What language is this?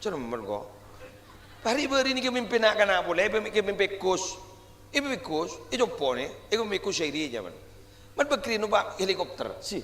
Madurese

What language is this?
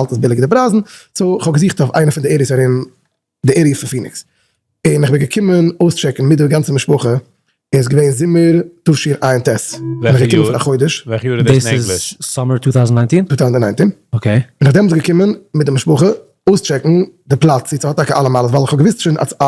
Yiddish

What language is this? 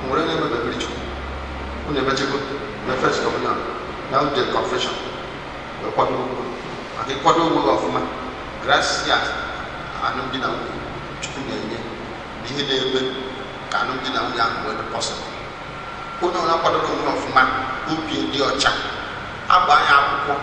Igbo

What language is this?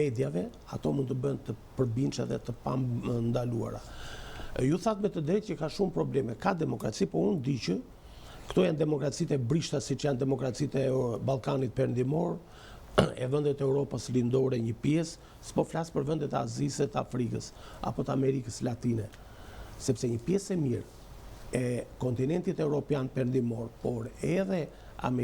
Albanian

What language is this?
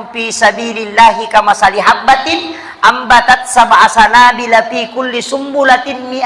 Buginese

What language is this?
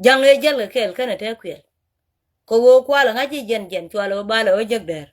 Nuer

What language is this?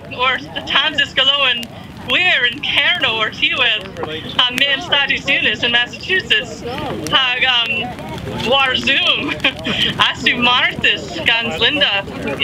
Cornish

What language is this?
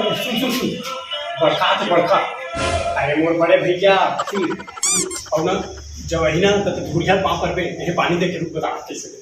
Chhattisgarhi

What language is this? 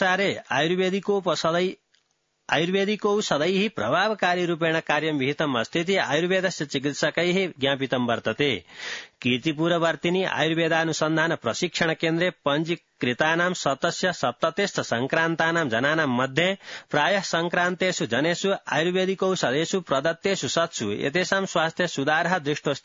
Sanskrit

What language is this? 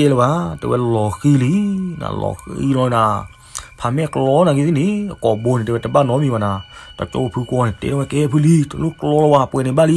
S'gaw Karen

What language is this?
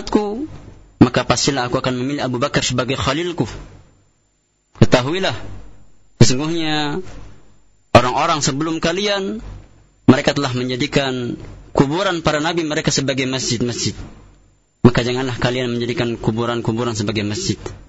Indonesian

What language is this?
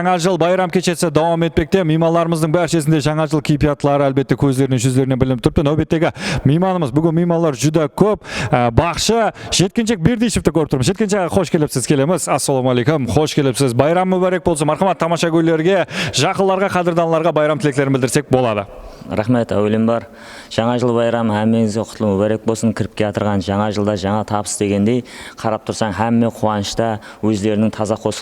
Kara-Kalpak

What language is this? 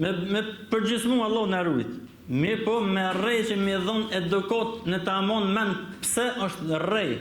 Albanian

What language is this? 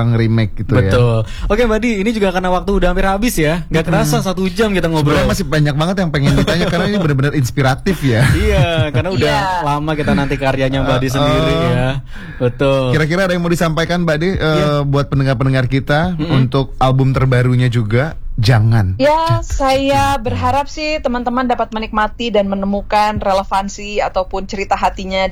Indonesian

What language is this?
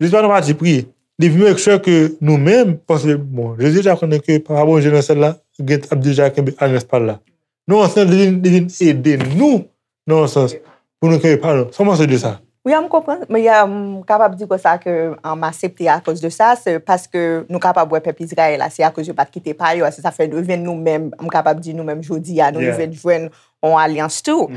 Haitian Creole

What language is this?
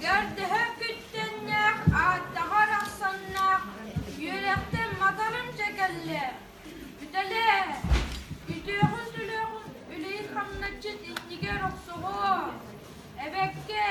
Yakut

